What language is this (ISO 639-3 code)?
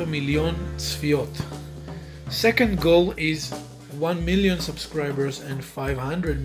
heb